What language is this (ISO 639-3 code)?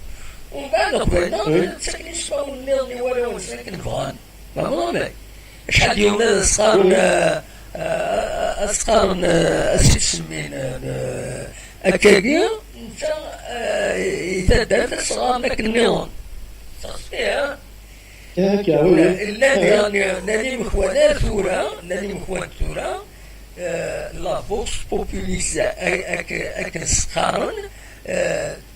kab